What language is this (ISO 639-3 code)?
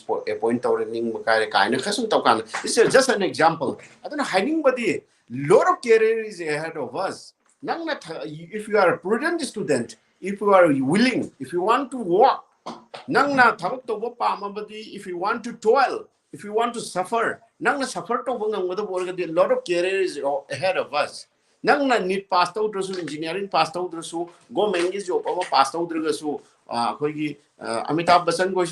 mni